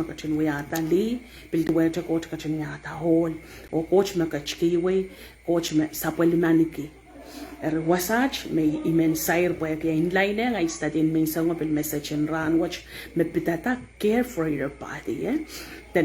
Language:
Pohnpeian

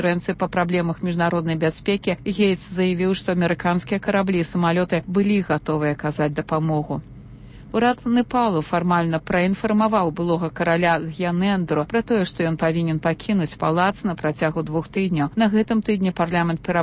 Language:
Belarusian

